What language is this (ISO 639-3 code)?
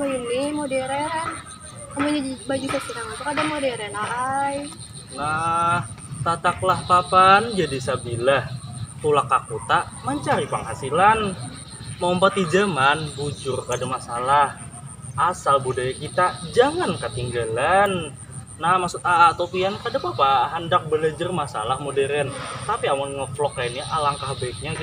bjn